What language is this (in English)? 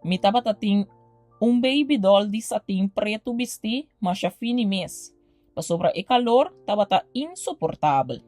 Papiamento